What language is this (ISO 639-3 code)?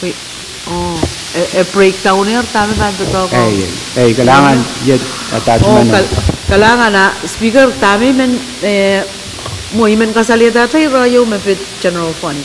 pon